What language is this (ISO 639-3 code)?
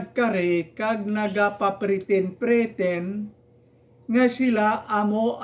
hil